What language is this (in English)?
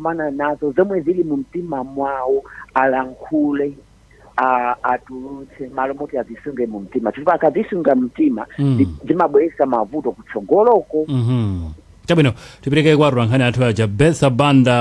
Nyanja